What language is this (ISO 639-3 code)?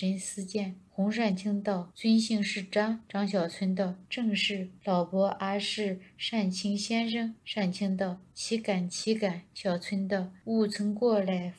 zho